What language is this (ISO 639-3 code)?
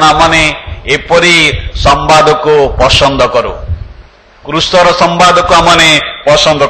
ori